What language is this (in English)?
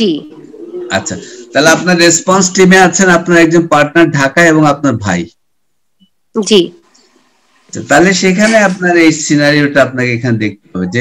Bangla